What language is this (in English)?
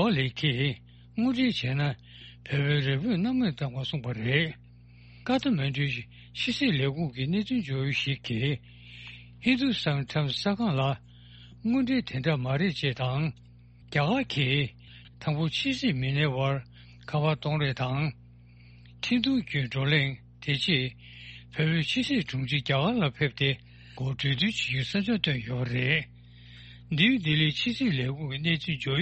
Tibetan